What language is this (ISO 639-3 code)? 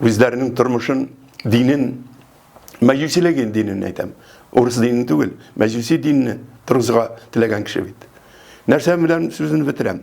tat